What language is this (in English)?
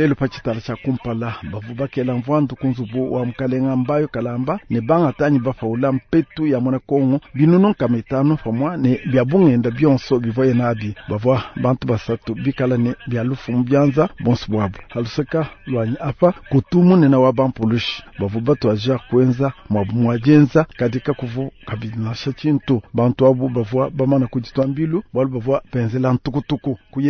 Luba-Lulua